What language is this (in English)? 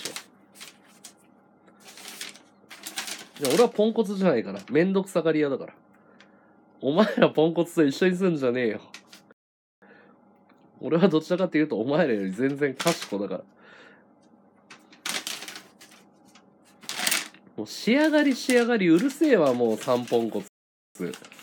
Japanese